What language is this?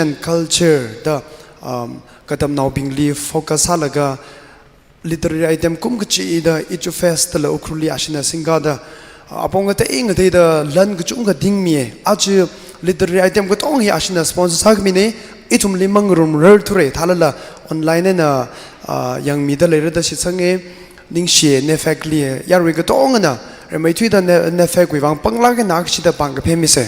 Tangkhul Naga (India)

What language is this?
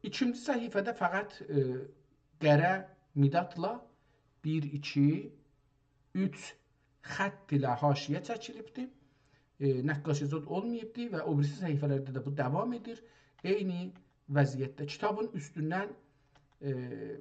South Azerbaijani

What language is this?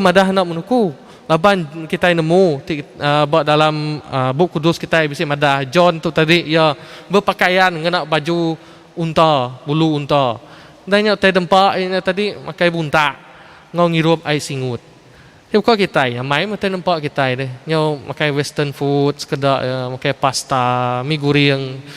Iban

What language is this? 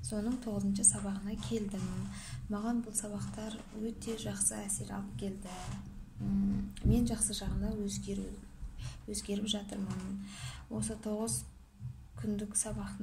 Kazakh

